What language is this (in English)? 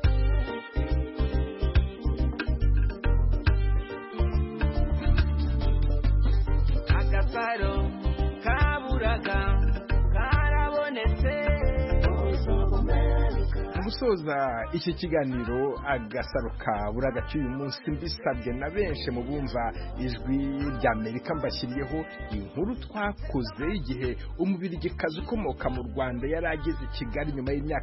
Kinyarwanda